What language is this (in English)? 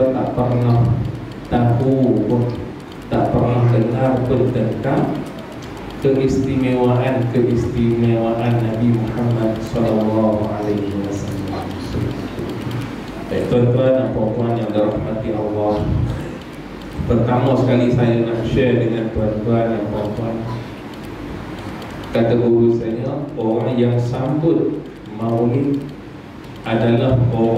Malay